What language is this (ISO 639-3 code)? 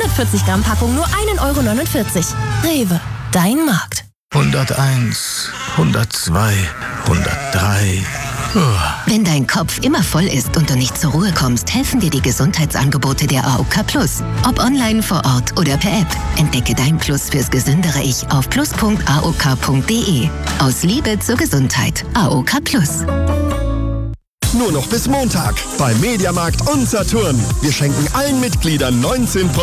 deu